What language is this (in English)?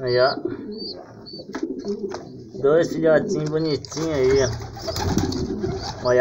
Portuguese